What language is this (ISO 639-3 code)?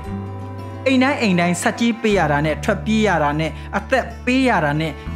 mya